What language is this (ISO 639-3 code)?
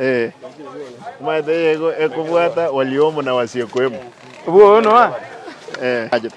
guz